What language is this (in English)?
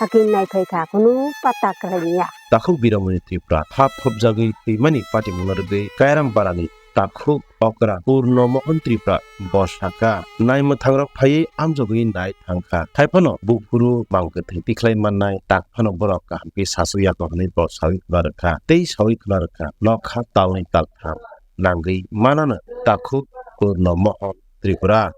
Kok Borok